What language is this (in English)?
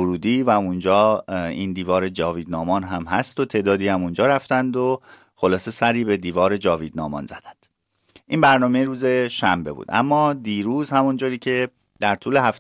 Persian